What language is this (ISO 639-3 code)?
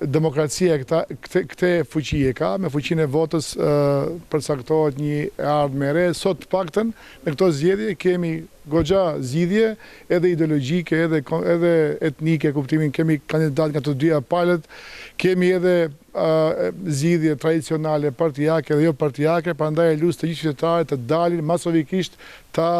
sqi